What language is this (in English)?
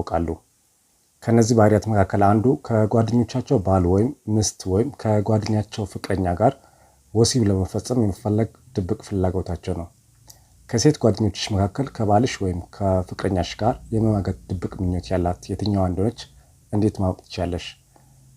Amharic